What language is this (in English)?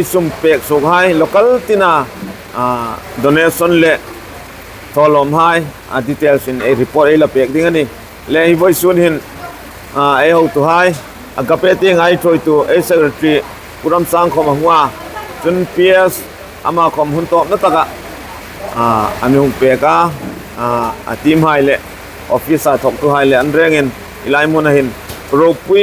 Hmar